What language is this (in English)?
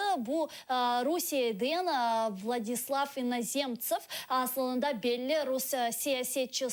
Crimean Tatar